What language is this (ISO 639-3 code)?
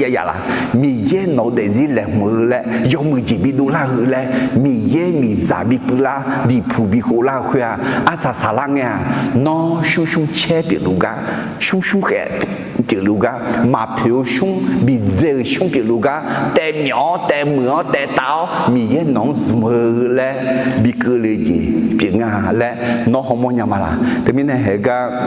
ahk